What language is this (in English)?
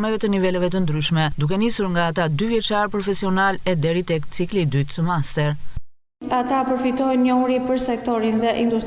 Albanian